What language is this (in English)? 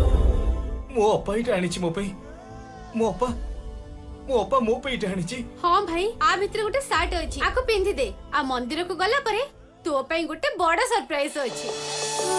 Odia